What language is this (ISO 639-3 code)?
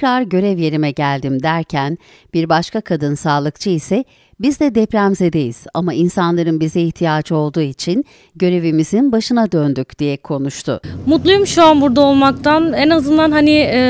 tur